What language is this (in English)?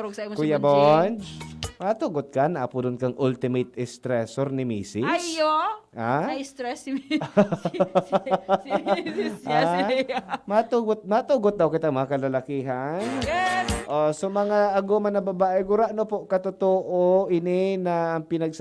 Bikol